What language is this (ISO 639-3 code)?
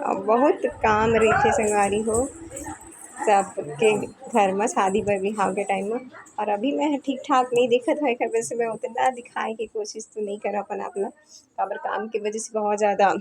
hne